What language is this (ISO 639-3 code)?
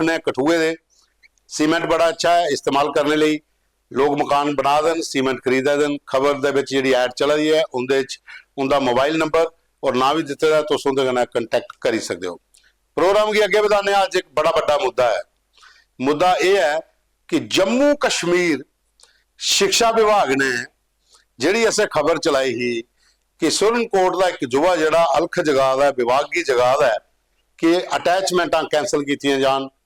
doi